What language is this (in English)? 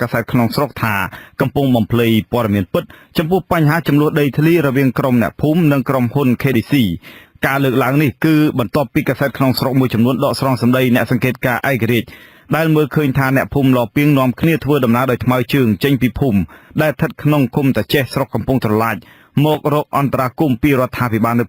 Khmer